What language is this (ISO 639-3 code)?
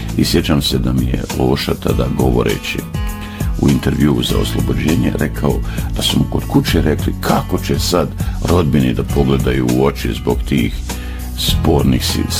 bos